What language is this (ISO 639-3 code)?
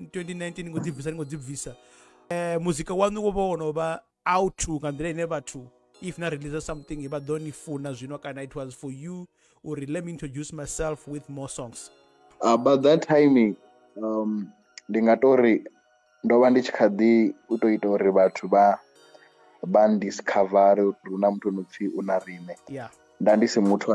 ven